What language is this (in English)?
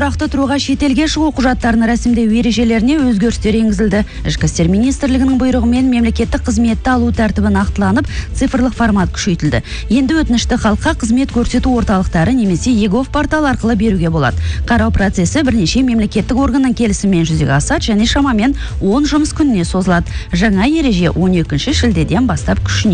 Kazakh